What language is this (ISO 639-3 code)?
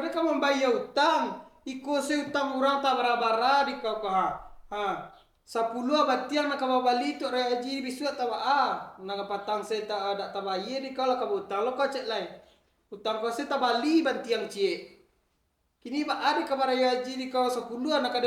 min